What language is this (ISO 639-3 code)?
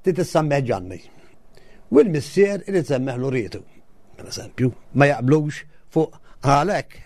mlt